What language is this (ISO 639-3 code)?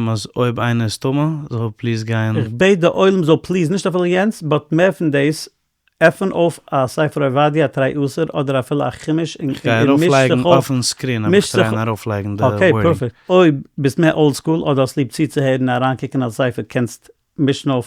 yid